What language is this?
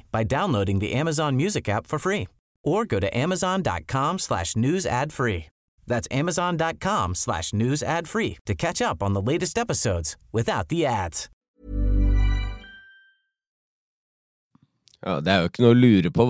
Norwegian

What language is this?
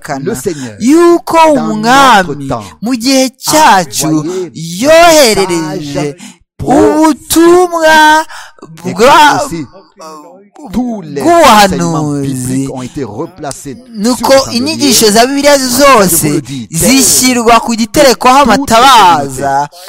Kinyarwanda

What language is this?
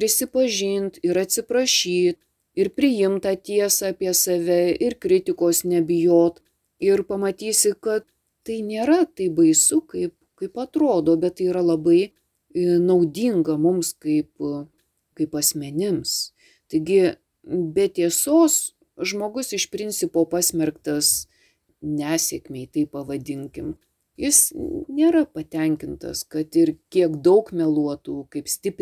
Lithuanian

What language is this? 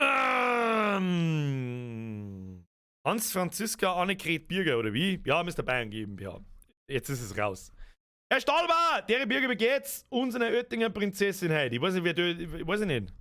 Bavarian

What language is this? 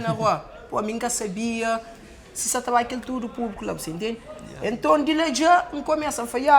Kabuverdianu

